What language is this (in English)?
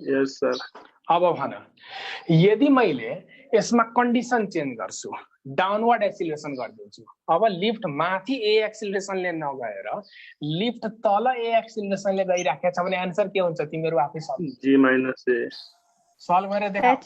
Nepali